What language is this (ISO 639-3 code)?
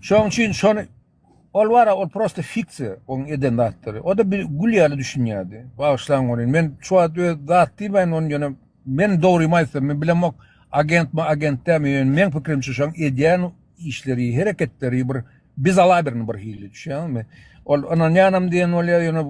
tuk